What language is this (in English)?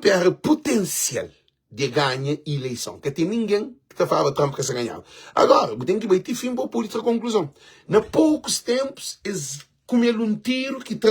Kabuverdianu